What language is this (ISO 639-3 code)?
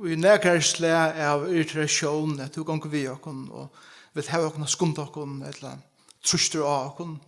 fao